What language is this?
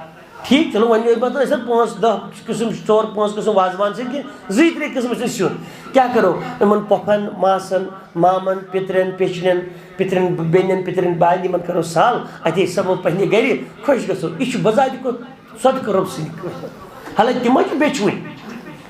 Kashmiri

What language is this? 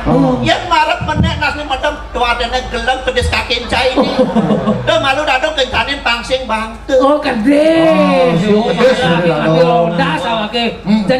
Balinese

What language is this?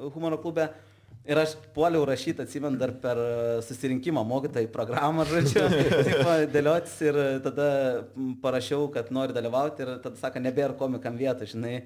Lithuanian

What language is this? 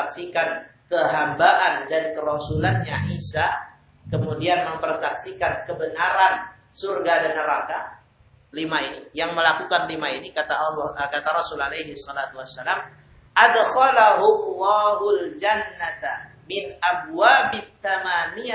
Indonesian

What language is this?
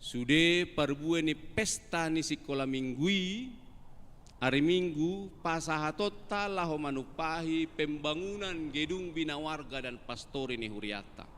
Batak Toba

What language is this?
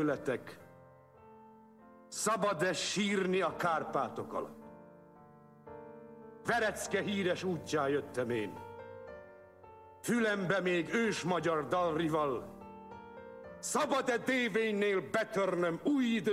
Hungarian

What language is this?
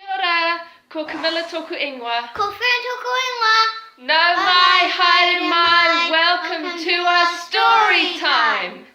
Māori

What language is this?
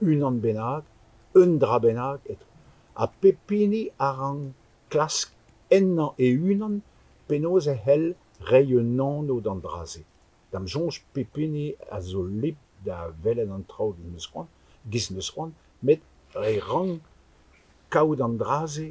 Breton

